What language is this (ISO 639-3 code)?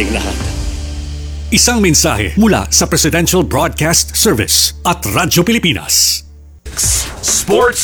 fil